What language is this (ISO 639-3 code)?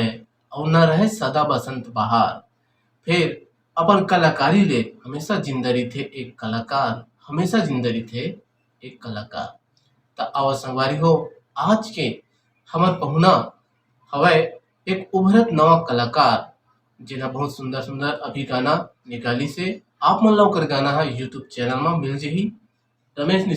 hne